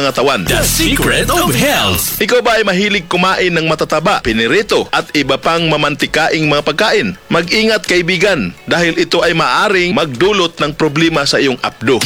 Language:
Filipino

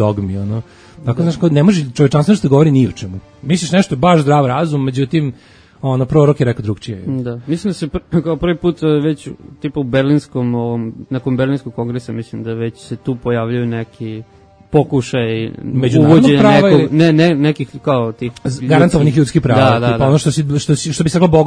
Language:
Serbian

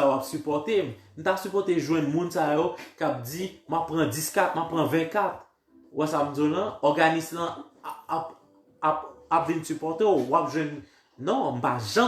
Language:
Haitian Creole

